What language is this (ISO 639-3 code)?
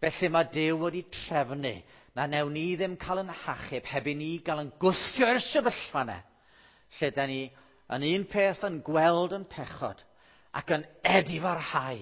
cym